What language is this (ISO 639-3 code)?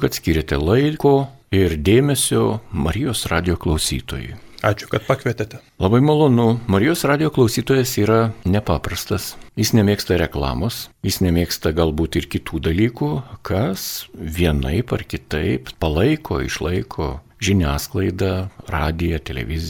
lit